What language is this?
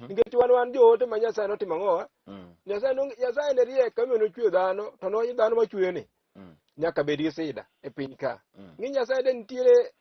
Luo (Kenya and Tanzania)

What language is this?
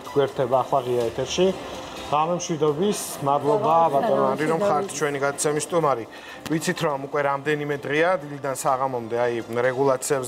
Georgian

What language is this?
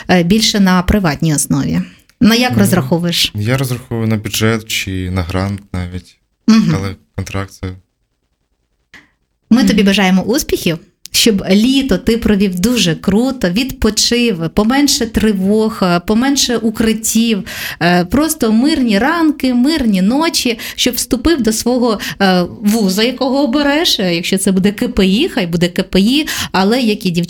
Ukrainian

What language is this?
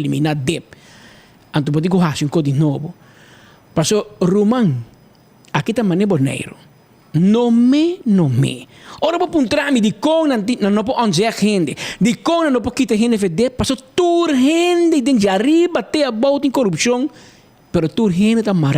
Papiamento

